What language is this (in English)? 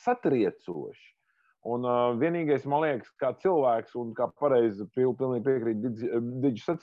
Latvian